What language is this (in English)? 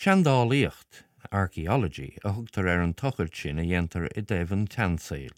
Irish